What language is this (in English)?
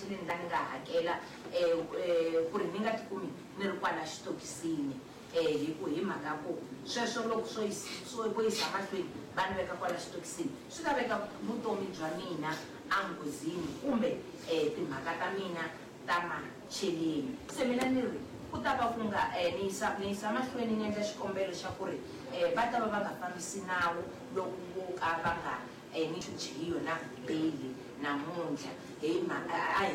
Tsonga